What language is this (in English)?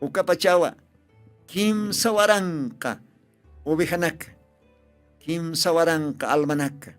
Aymara